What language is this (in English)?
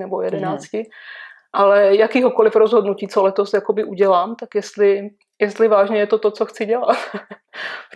Czech